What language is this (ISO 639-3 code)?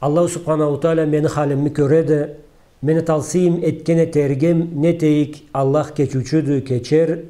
krc